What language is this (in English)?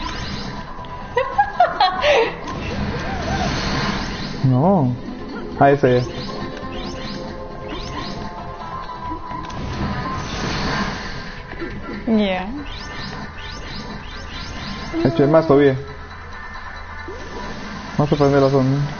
Spanish